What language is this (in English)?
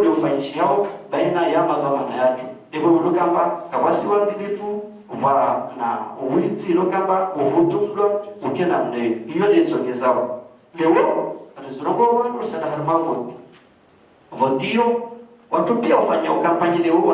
Ngazidja Comorian